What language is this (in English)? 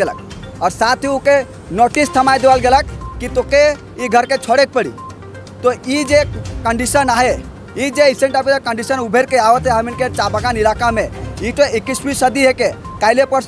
Sadri